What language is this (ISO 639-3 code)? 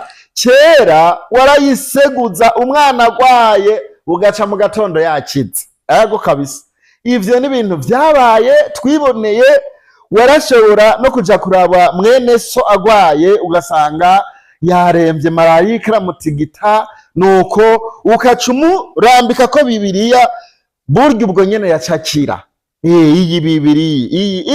run